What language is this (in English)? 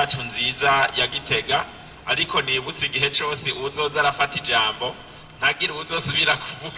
Rundi